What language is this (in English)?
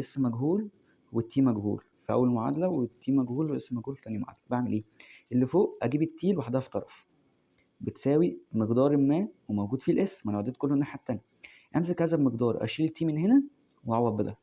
Egyptian Arabic